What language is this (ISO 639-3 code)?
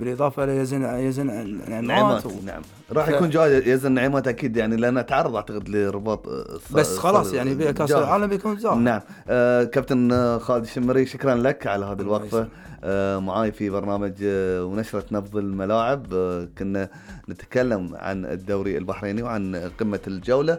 afb